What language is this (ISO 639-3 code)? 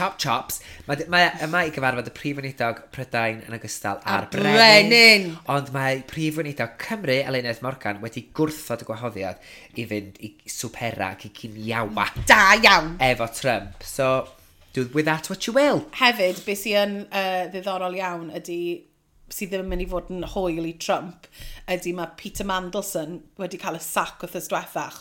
cym